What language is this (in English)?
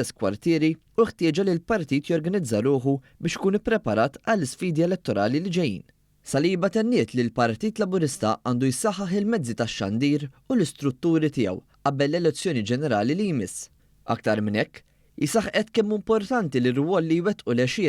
Maltese